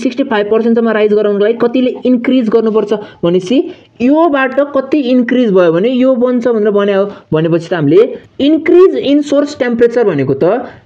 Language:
Nepali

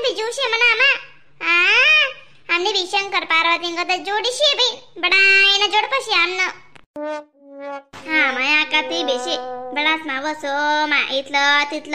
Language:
Khandesi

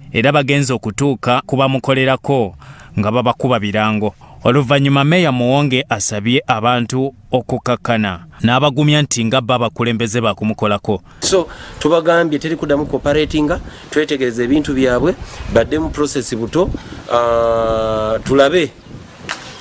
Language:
Ganda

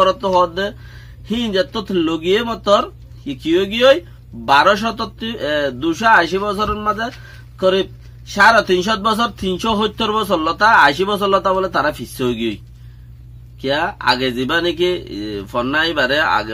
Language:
Rohingya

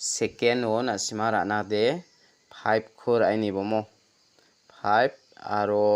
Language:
Garo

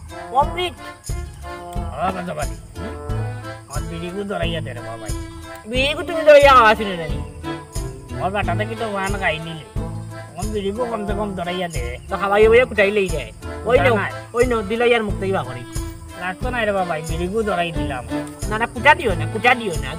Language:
Sylheti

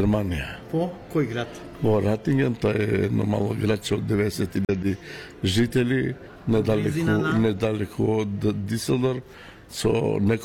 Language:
Macedonian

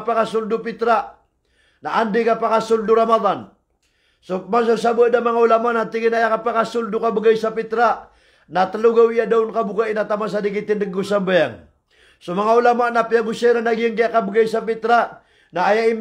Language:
Maranao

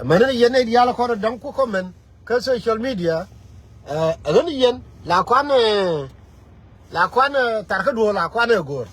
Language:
Nuer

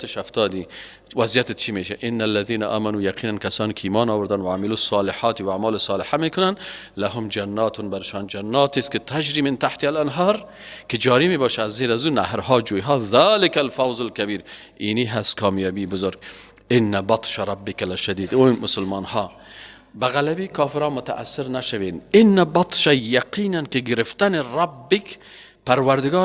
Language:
Persian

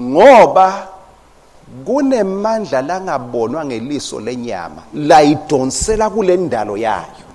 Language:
Swati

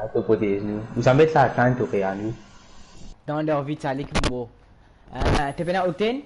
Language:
Morisyen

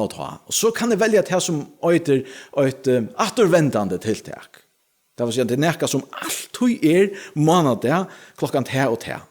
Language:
Faroese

